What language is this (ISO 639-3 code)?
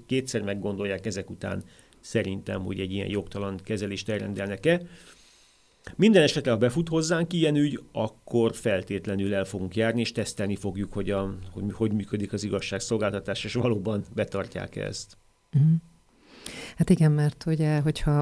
hun